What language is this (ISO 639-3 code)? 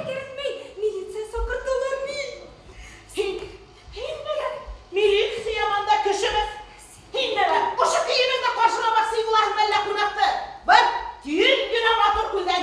bak